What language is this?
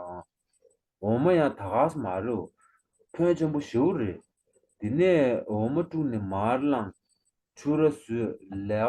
Tibetan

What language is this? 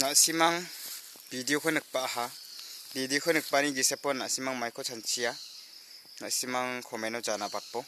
Garo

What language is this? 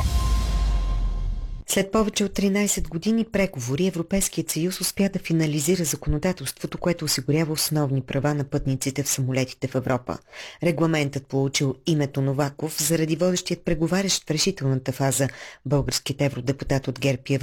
Bulgarian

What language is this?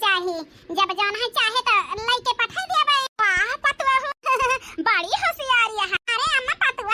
Awadhi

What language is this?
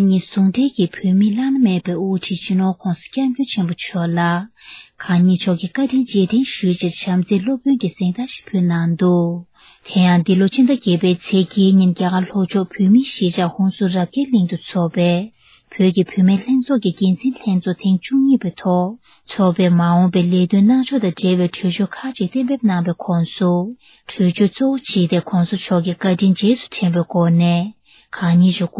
Tibetan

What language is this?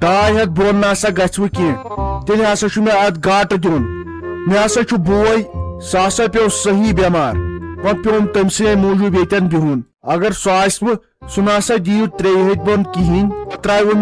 Kashmiri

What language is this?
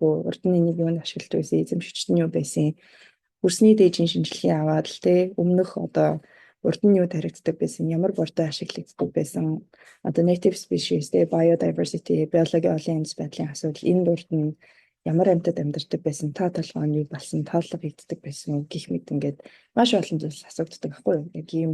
Mongolian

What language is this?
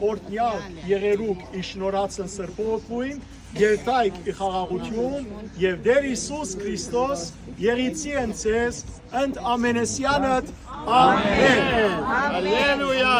Western Armenian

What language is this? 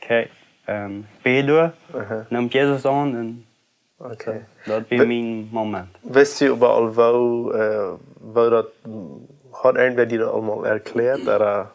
Plautdietsch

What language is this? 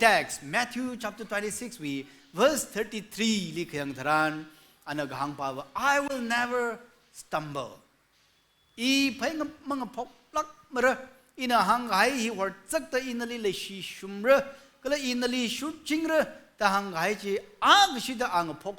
Tangkhul Naga (India)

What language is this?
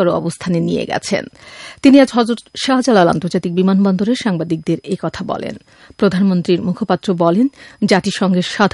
Bangla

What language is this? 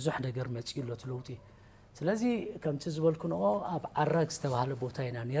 Tigrinya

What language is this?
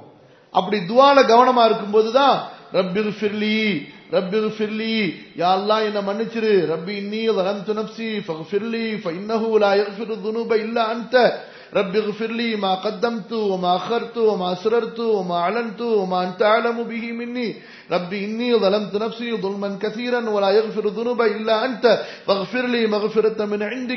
Tamil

